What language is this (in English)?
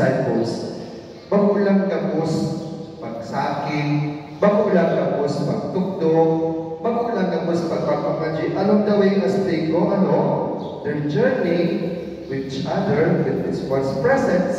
Bikol